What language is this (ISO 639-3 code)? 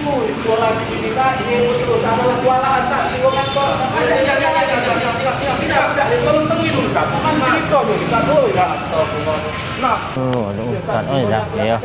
mui